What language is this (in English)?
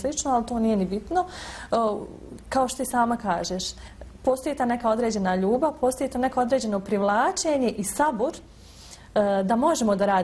Bosnian